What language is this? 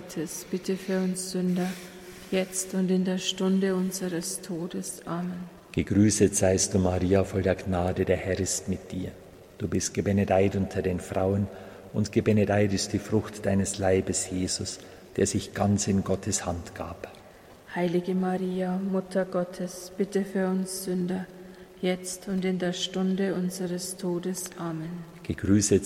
German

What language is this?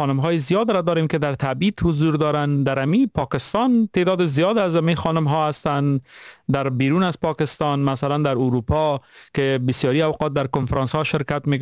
Persian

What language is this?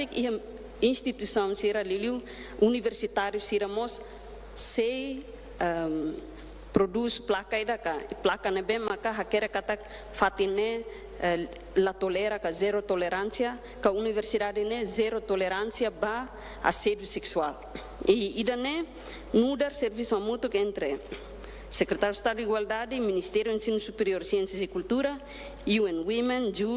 Tetum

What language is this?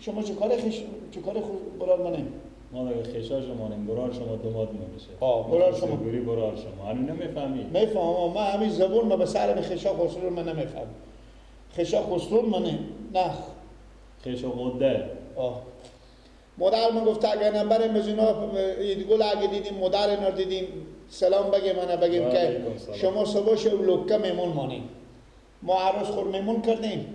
Persian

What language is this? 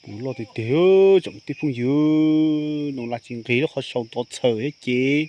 Hmong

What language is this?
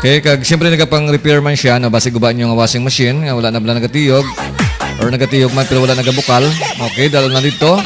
Hiligaynon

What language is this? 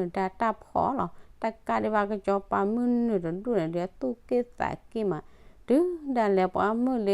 S'gaw Karen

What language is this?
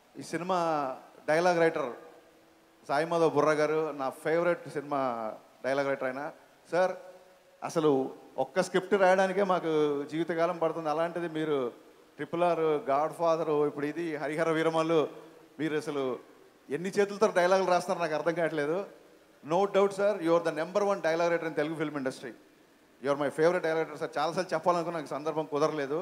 Telugu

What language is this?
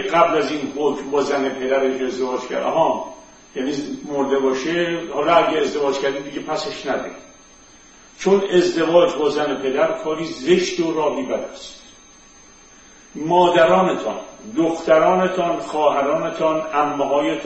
Persian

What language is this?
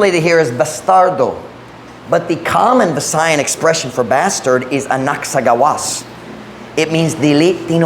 Cebuano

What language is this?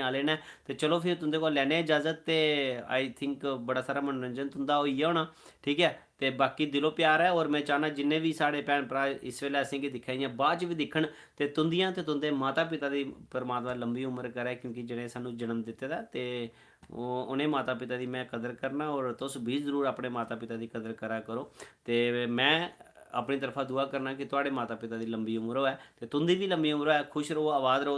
Dogri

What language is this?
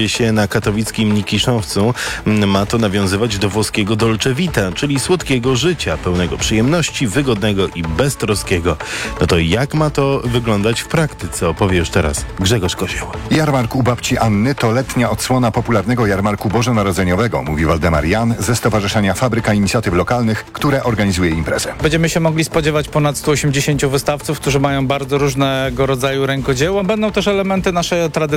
Polish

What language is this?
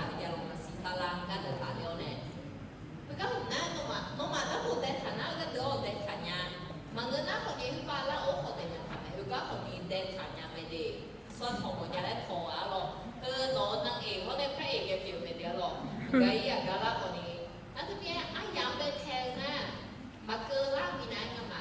Akha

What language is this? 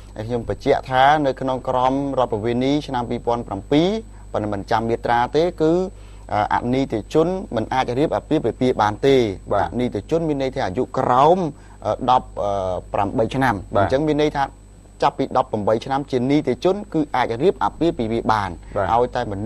Khmer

